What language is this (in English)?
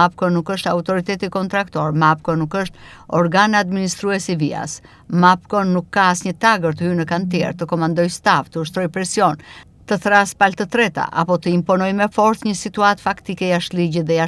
Albanian